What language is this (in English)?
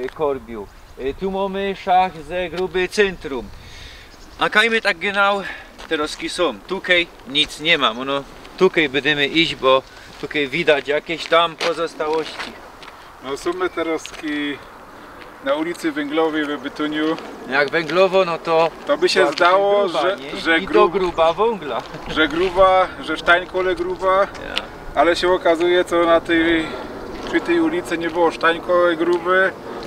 Silesian